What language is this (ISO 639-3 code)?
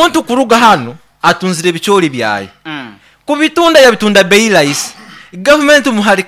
nyn